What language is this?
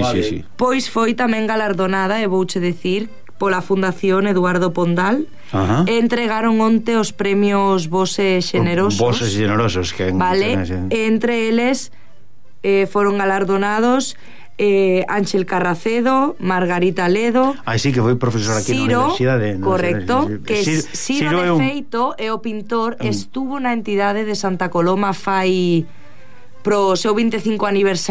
Galician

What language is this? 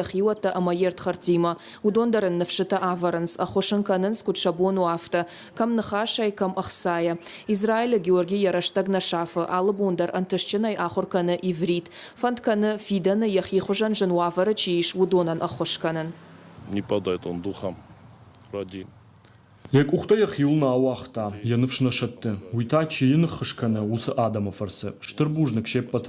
Ossetic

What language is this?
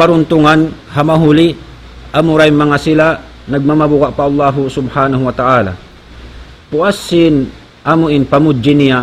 Tausug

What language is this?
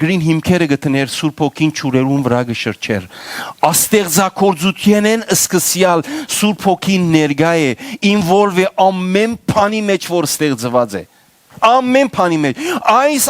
Western Armenian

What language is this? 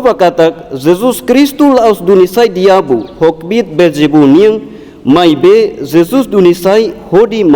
Tetum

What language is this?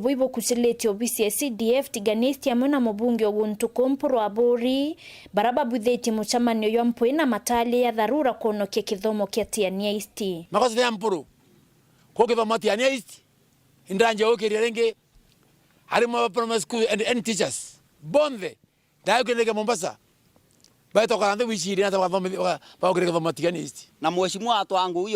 Meru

